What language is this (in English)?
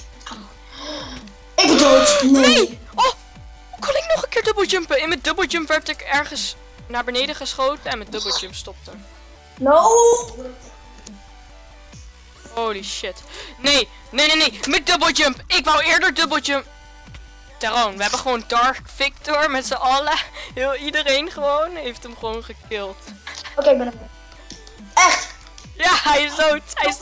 Dutch